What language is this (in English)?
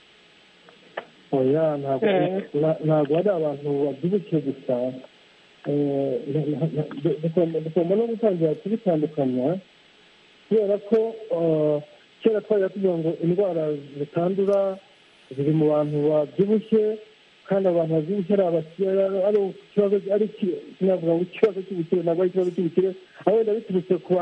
Kinyarwanda